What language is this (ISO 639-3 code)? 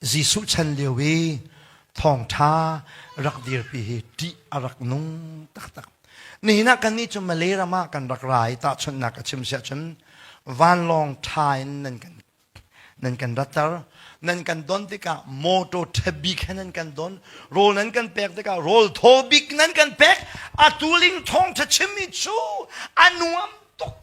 cnh